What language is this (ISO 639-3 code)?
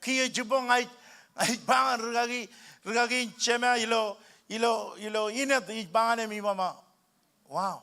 mah